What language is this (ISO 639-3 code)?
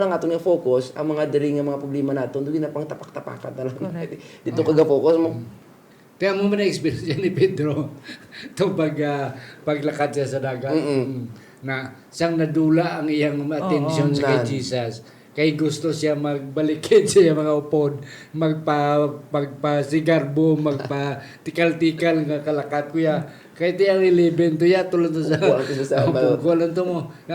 hil